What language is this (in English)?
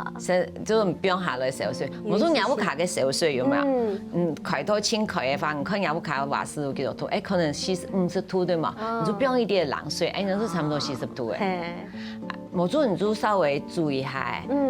Hakka Chinese